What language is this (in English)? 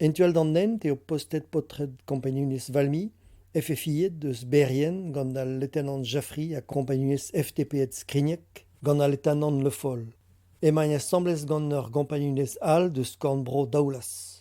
Breton